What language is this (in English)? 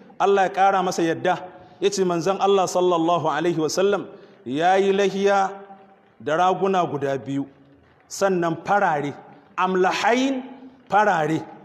Hausa